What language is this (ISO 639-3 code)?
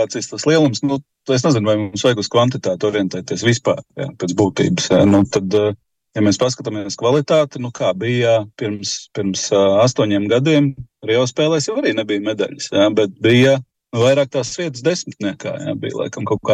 lav